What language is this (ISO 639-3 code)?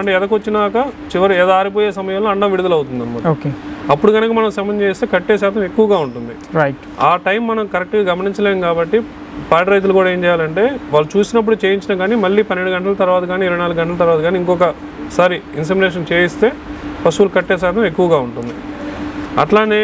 tel